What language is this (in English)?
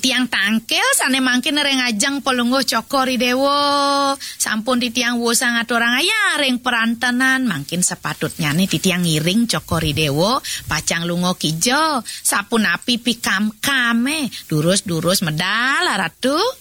Balinese